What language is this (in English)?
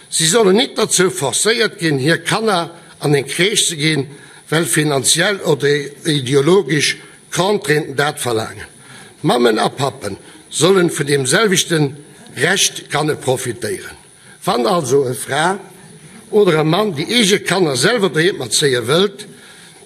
Luxembourgish